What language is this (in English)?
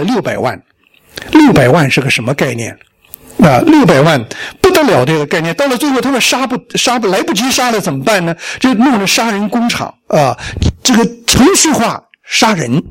Chinese